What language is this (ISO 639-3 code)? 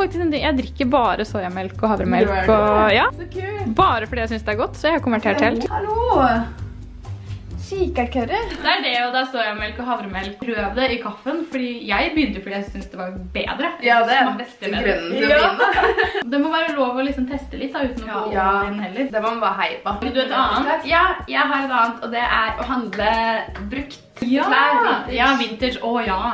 nor